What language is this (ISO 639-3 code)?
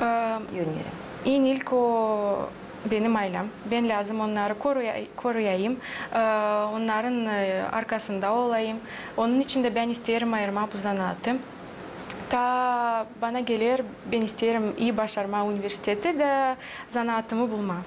gag